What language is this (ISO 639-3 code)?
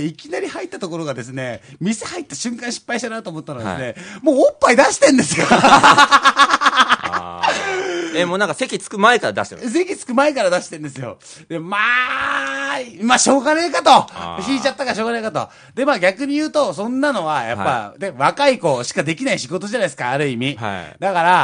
jpn